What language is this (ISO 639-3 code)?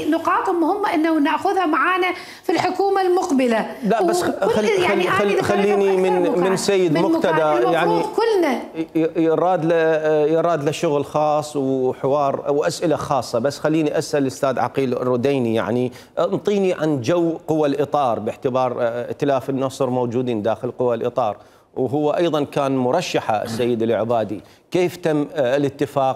acm